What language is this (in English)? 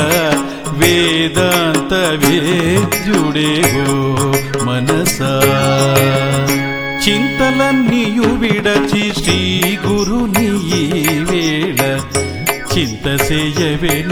Telugu